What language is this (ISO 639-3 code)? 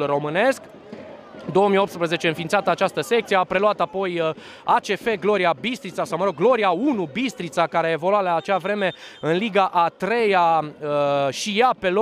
ron